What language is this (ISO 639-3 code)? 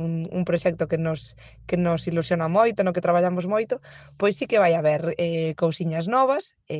glg